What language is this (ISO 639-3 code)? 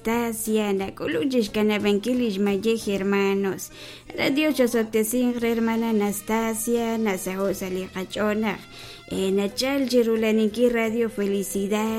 kek